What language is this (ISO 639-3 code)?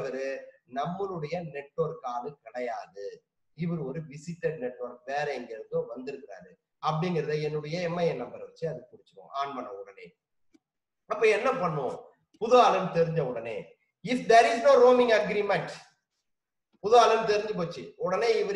tam